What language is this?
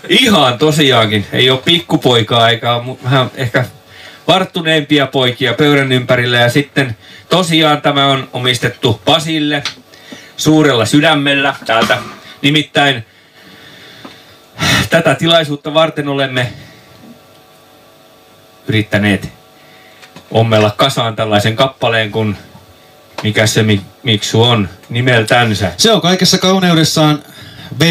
Finnish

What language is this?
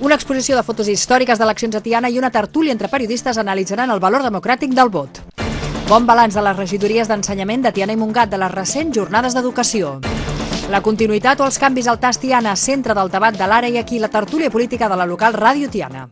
Catalan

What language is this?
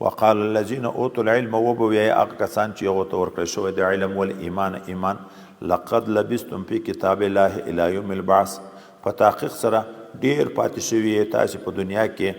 Pashto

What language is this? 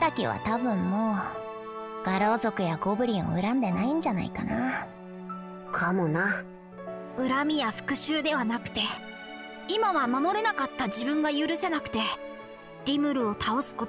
Japanese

